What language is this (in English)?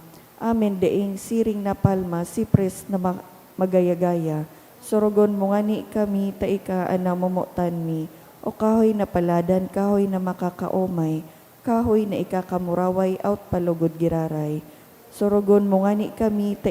Bikol